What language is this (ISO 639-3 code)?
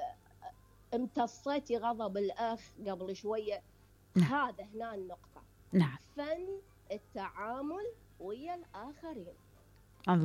acm